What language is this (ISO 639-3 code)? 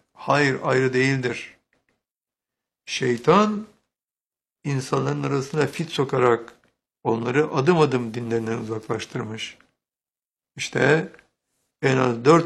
tur